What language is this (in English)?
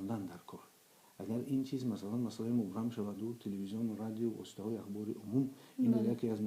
Tajik